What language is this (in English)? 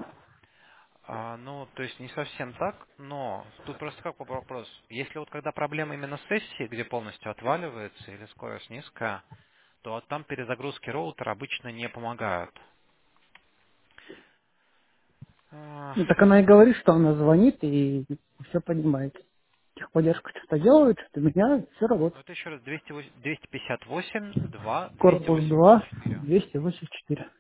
Russian